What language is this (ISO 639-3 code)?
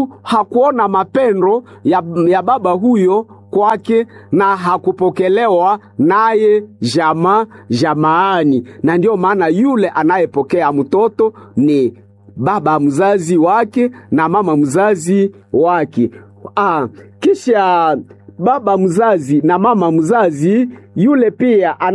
swa